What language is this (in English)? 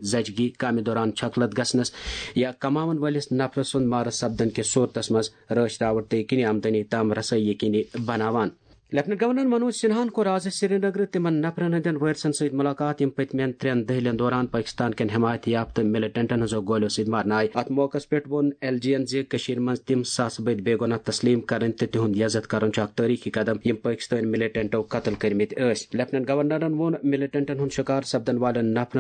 Kashmiri